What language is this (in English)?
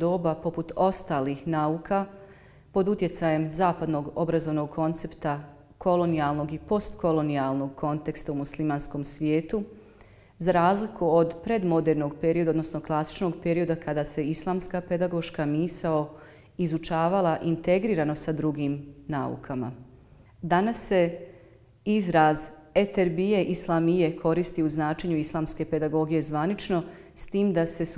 Bosnian